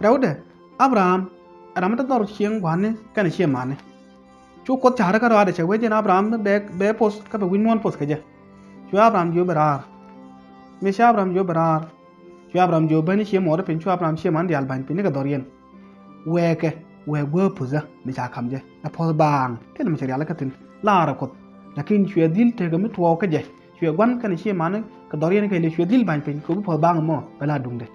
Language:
Nuer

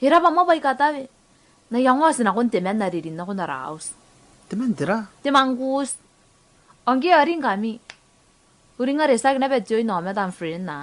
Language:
Gilbertese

